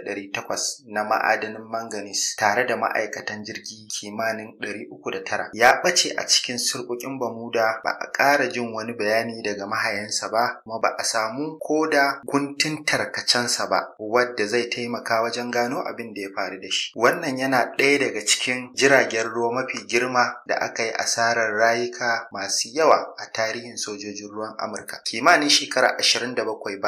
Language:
Hausa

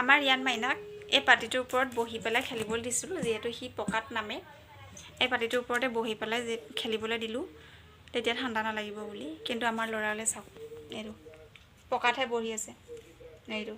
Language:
Assamese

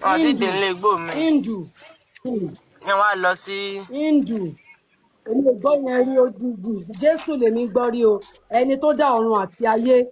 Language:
Yoruba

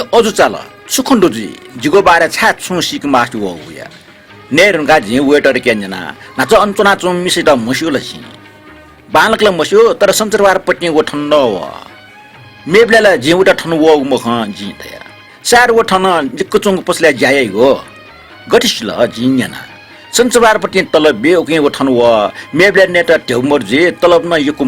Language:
Newari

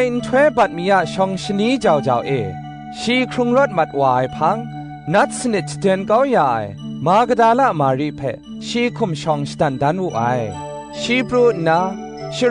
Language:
Kachin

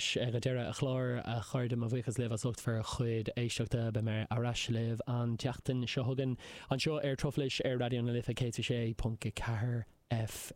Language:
Irish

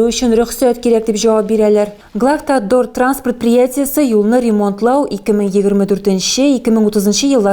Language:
Tatar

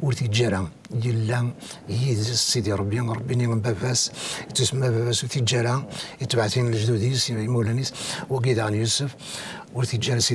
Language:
Kabyle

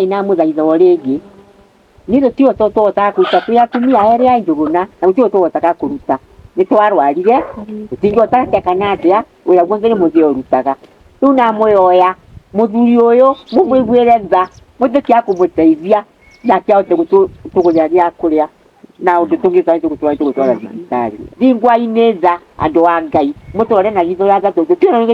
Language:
Kikuyu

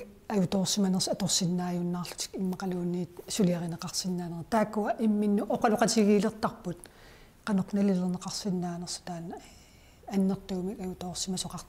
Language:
Kalaallisut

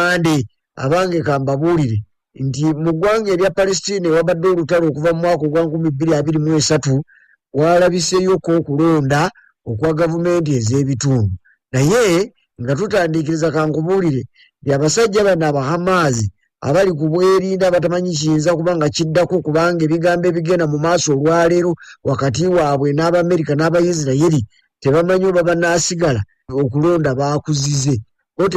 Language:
Ganda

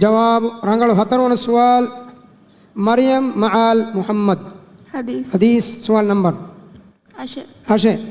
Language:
Divehi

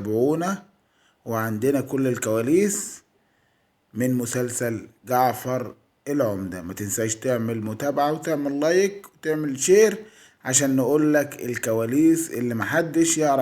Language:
Egyptian Arabic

